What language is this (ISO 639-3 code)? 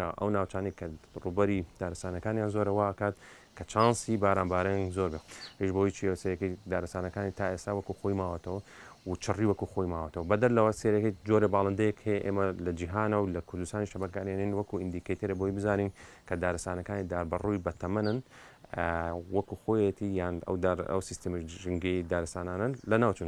ckb